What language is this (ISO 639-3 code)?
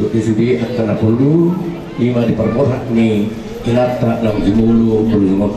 bbc